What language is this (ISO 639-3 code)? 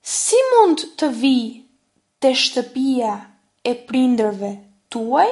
sqi